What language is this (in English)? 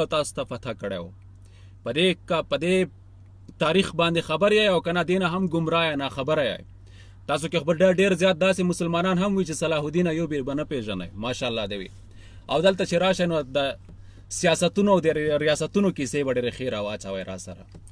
Pashto